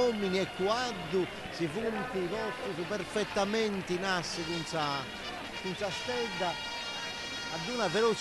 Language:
Sardinian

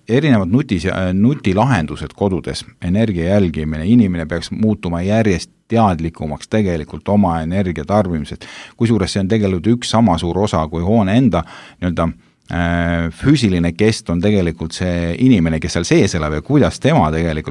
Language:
Estonian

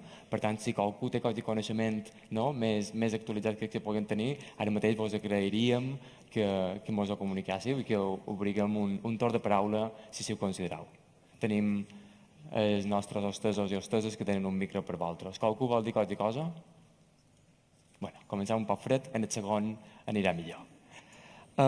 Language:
Catalan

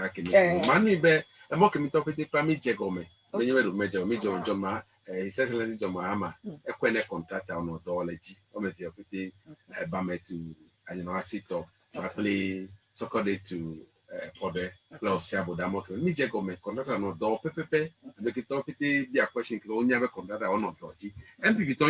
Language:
Ewe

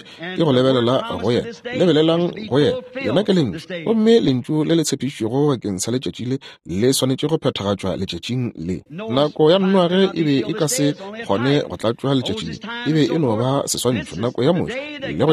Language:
Northern Sotho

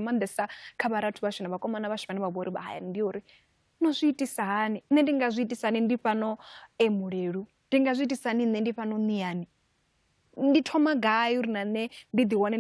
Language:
Venda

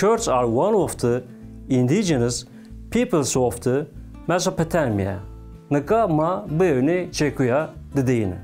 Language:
Zaza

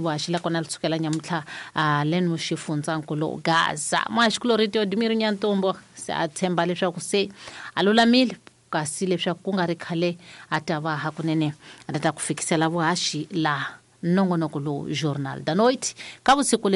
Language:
Tsonga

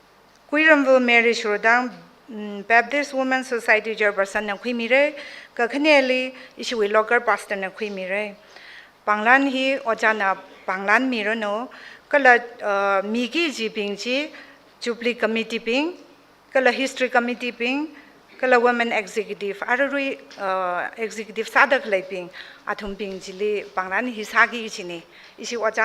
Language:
Tangkhul Naga (India)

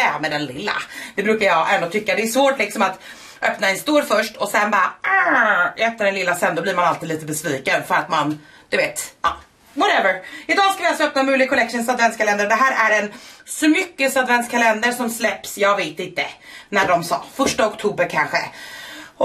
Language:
Swedish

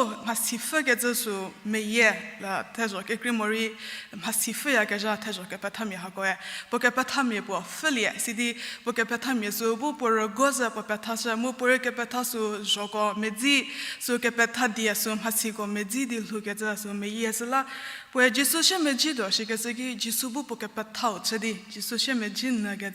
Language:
Angami Naga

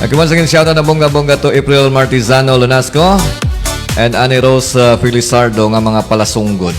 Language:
Hiligaynon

